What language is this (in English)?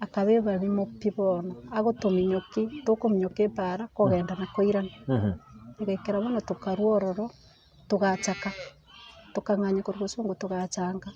Gusii